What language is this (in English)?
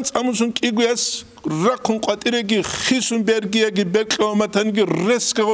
Avaric